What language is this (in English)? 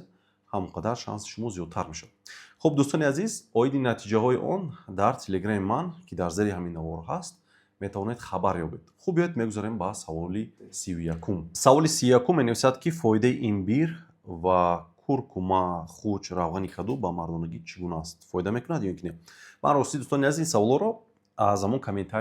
Tajik